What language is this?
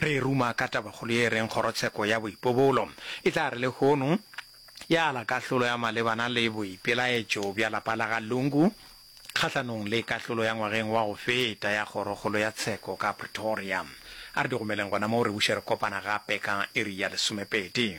Northern Sotho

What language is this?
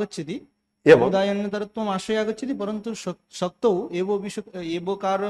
Sanskrit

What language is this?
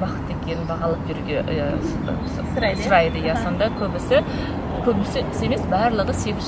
Kazakh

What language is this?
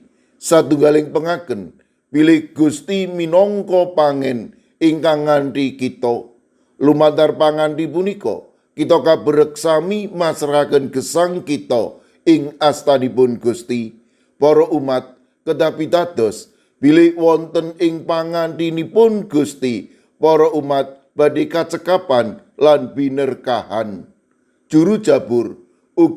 Javanese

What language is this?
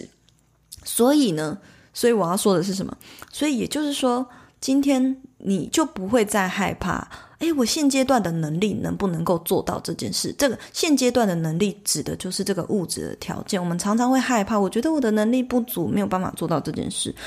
Chinese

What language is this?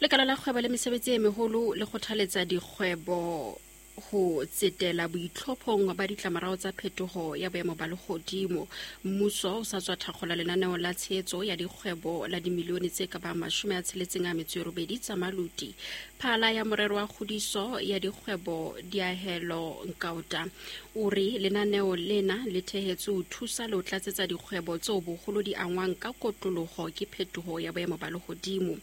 Southern Sotho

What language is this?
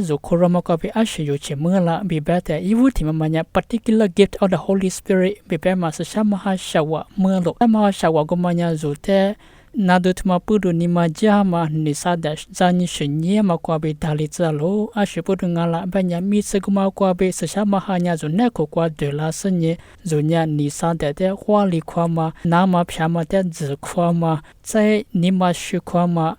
Lisu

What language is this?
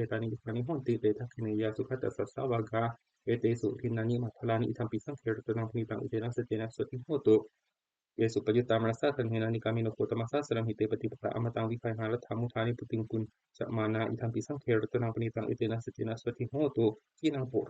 Pali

